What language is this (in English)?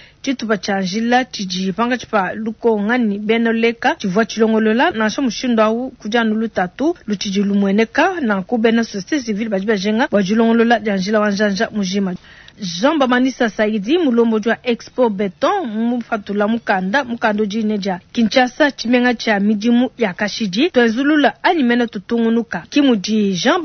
Luba-Lulua